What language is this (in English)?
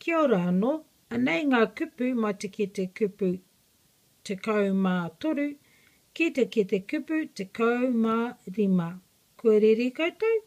Māori